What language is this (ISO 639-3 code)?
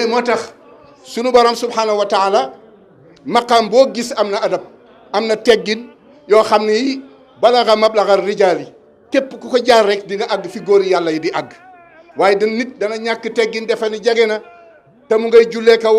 wol